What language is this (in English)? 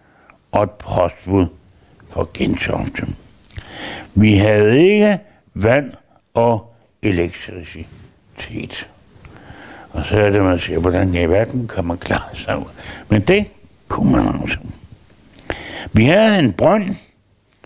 Danish